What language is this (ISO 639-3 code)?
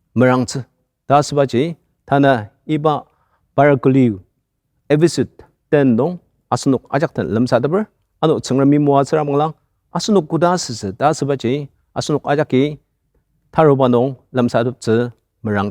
njo